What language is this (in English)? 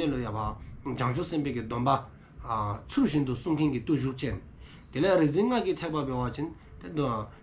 Dzongkha